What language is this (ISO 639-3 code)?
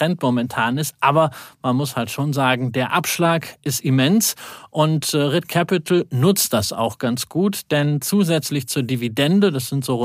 deu